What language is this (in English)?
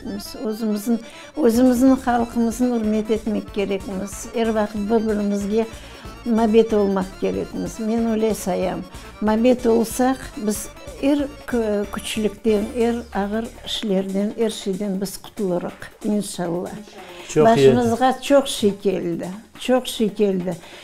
Crimean Tatar